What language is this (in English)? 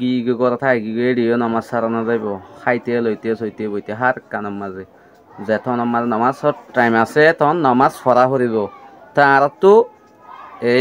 Rohingya